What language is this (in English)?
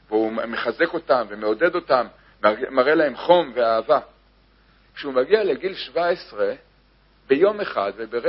Hebrew